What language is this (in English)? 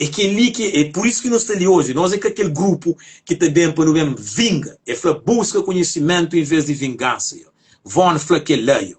Kabuverdianu